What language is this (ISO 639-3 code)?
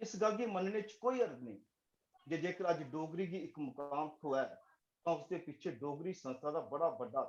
doi